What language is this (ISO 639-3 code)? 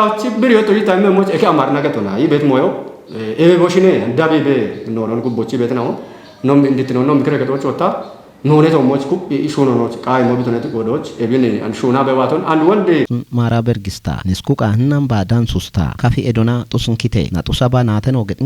kbr